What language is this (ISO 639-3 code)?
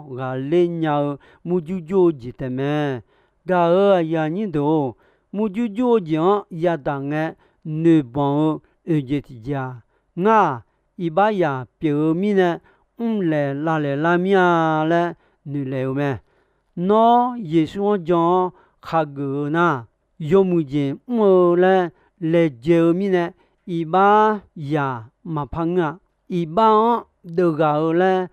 ahk